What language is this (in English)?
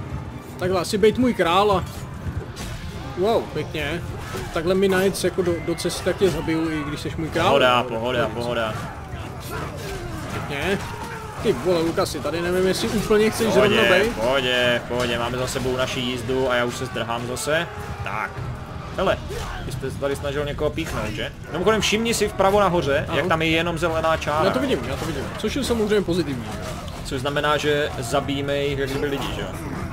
Czech